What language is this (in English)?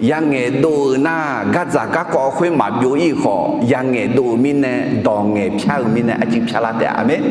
Akha